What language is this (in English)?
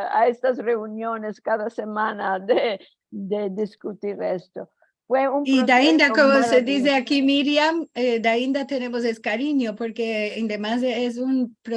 Ladino